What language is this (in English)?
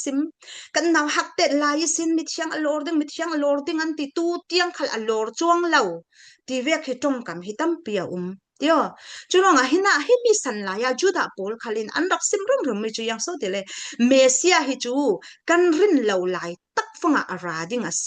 Falam Chin